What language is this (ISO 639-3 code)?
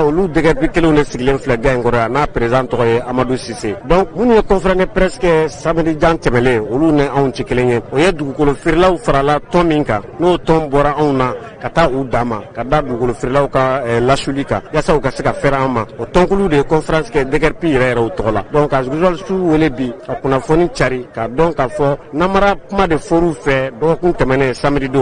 bam